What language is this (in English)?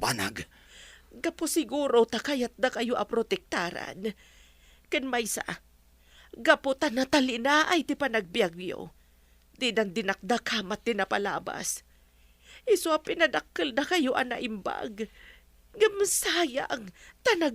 Iloko